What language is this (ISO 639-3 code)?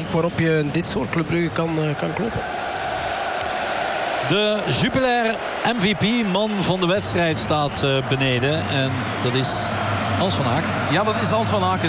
nld